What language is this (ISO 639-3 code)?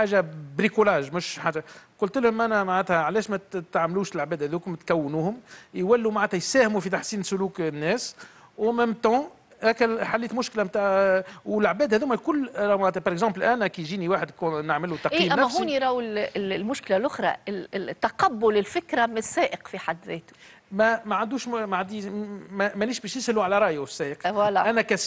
aeb